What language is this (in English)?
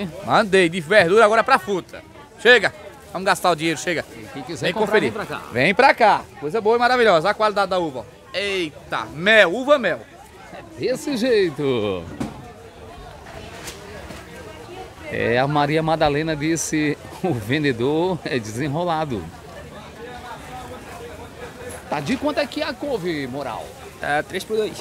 Portuguese